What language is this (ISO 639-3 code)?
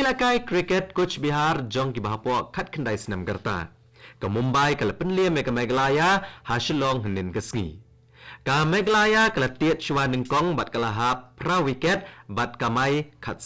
kha